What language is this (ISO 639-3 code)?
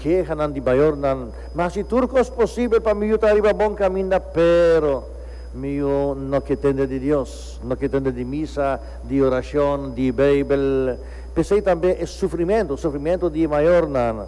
pap